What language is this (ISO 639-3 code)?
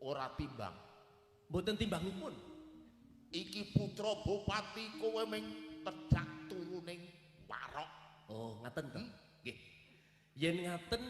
jav